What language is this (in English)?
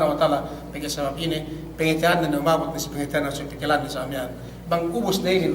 Yakan